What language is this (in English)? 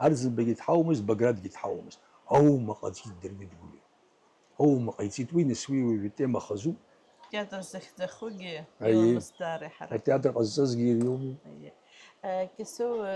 Abkhazian